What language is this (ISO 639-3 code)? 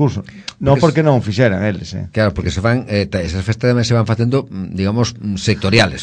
glg